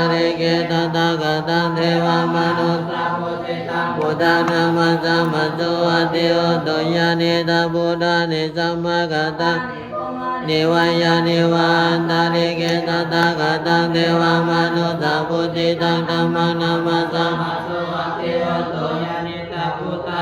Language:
Pali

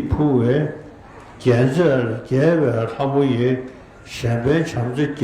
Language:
Tibetan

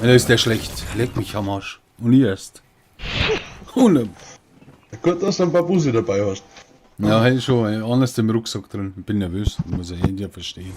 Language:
Bavarian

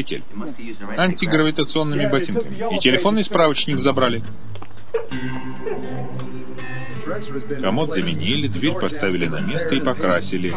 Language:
Russian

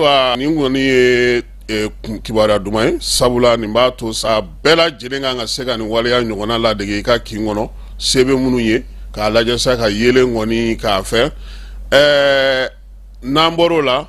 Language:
Bambara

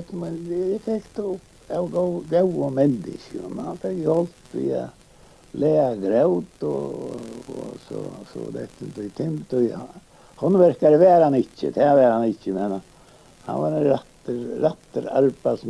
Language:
Faroese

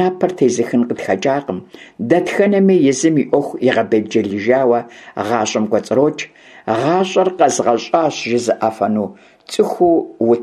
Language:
Kabardian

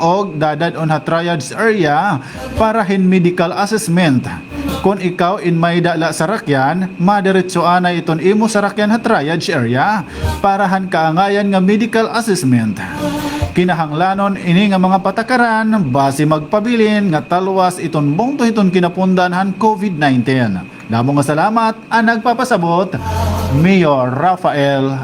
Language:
Waray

